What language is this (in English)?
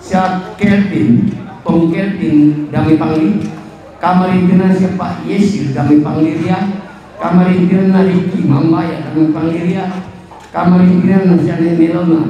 Toraja-Sa'dan